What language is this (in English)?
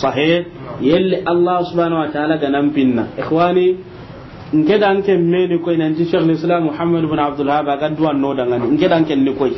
Soninke